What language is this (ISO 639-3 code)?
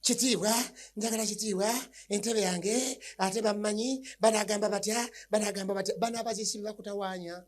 lug